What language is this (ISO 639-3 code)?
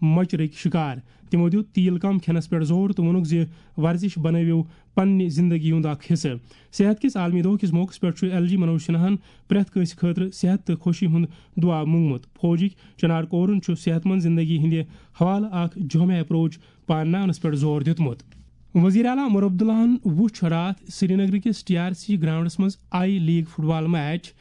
kas